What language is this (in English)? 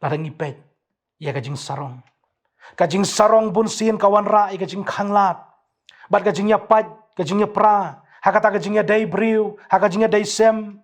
Khasi